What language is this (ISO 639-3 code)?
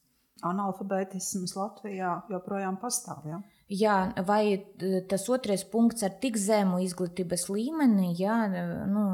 lav